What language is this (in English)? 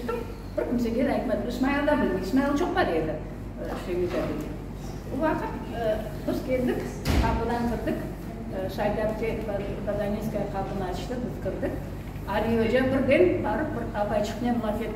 Crimean Tatar